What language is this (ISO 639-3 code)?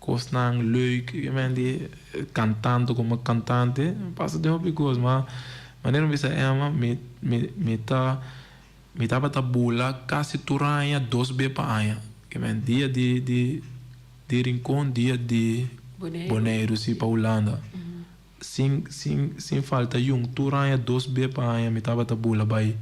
pap